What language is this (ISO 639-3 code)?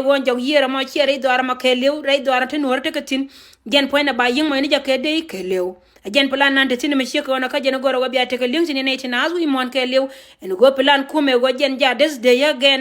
nus